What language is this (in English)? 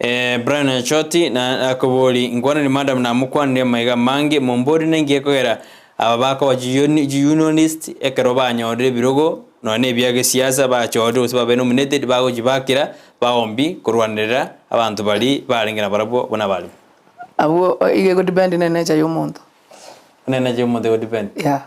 Gusii